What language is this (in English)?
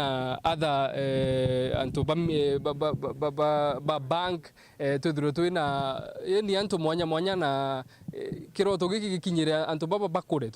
Meru